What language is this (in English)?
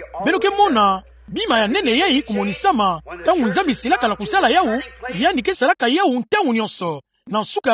Kituba (Democratic Republic of Congo)